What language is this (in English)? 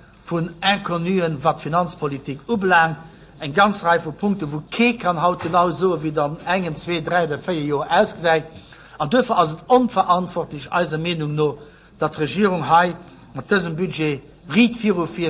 Luxembourgish